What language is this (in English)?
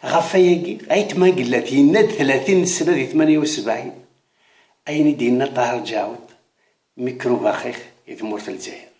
Kabyle